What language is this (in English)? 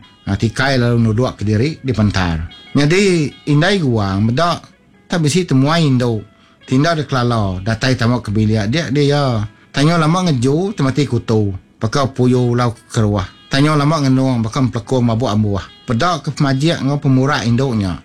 Iban